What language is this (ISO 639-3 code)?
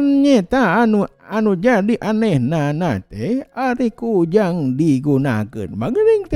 sun